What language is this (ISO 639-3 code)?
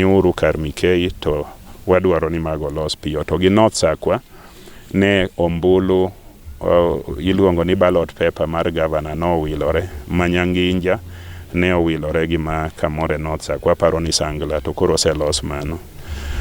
luo